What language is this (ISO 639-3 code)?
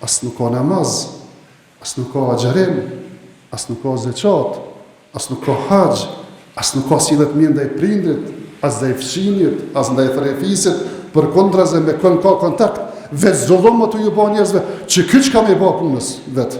sqi